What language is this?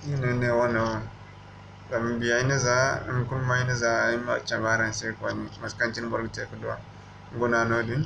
Zarma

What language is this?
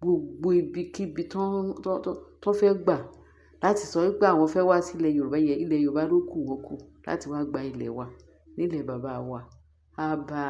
Yoruba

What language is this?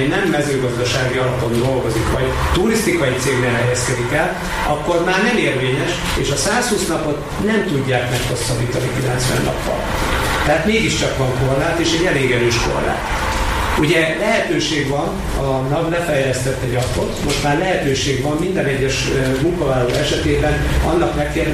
Hungarian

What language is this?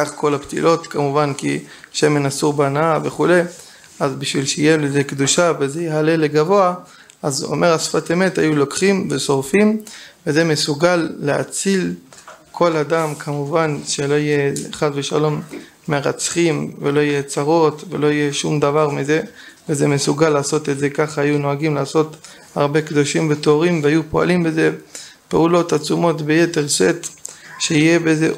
Hebrew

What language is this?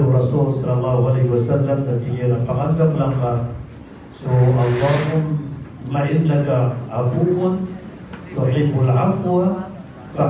Maranao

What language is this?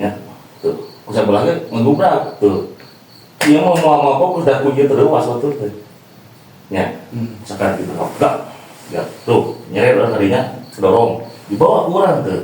Sundanese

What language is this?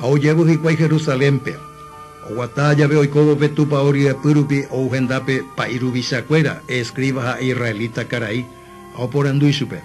Guarani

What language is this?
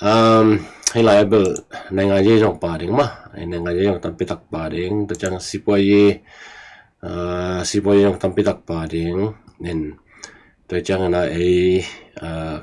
Tedim Chin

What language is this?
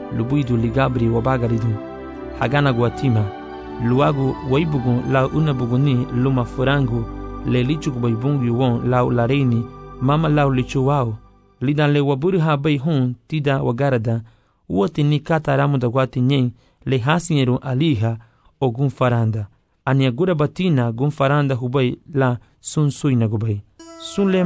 Garifuna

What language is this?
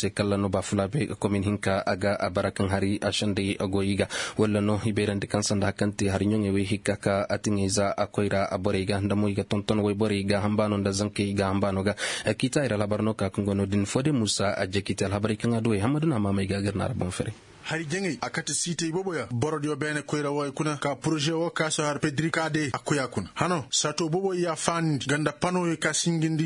Koyraboro Senni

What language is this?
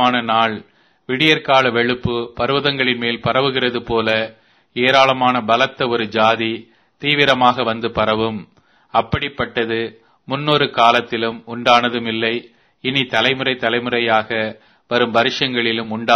Tamil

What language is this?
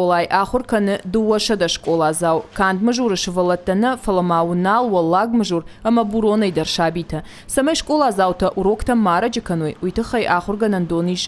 Ossetic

